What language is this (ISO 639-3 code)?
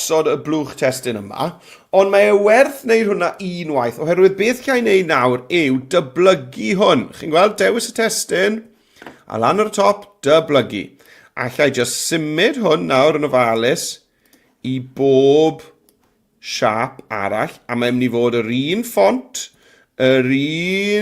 cym